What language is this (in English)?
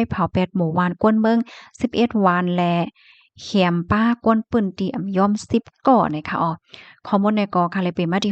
Shan